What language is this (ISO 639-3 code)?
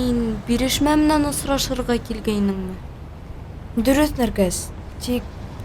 bak